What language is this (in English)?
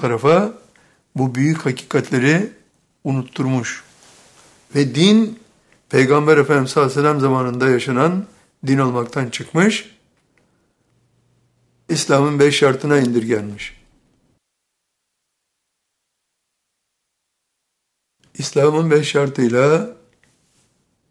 Turkish